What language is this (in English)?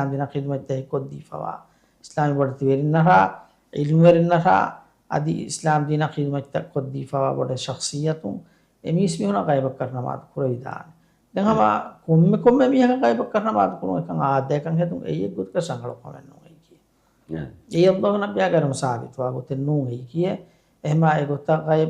Divehi